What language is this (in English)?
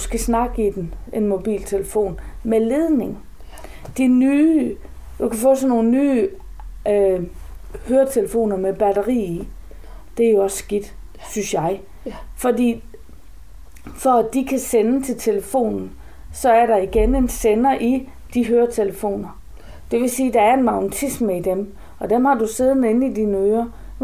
Danish